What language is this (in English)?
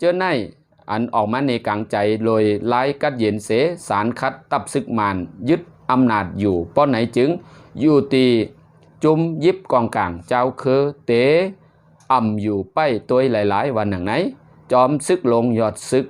Shan